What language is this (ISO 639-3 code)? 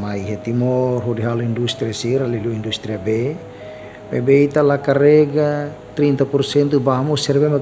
tet